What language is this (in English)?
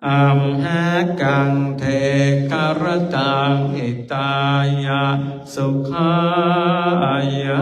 Pali